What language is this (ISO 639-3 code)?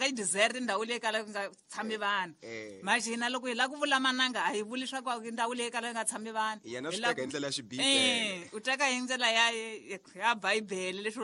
tso